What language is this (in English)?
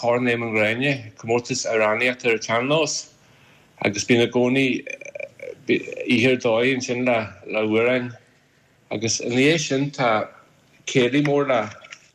Irish